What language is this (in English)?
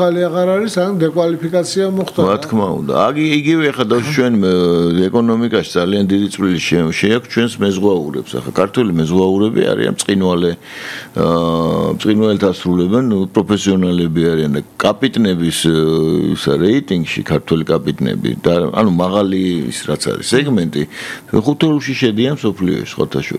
Georgian